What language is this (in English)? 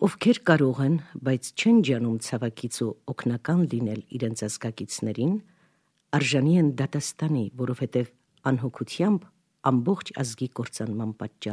Armenian